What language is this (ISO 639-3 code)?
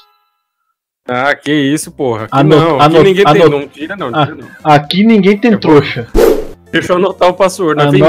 por